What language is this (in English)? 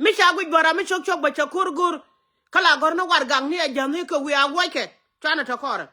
Nuer